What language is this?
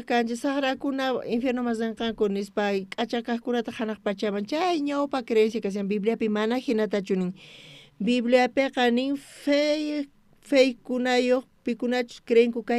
South Bolivian Quechua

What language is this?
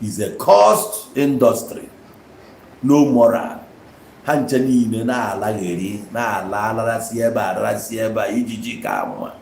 Igbo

